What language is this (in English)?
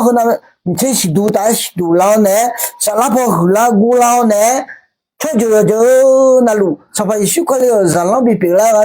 Akha